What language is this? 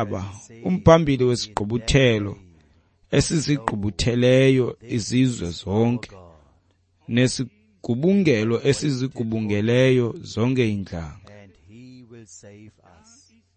Xhosa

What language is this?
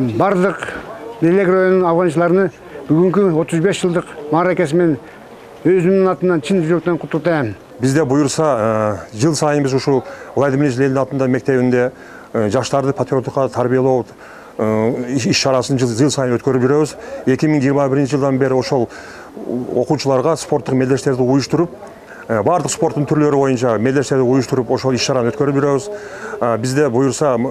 Kyrgyz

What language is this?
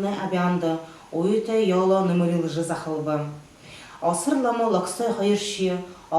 Buriat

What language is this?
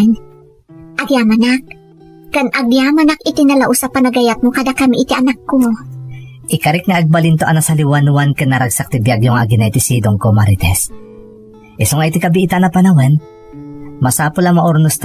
Iloko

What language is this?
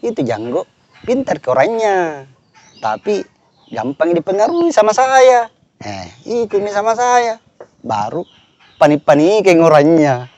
Makassar Malay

